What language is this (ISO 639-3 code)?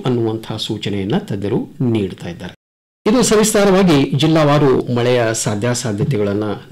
kan